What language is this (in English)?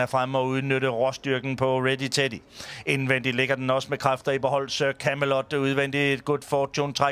Danish